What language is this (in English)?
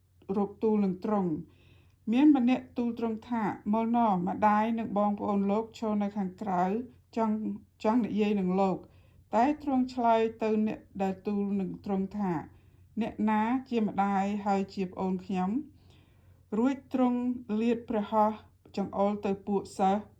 Khmer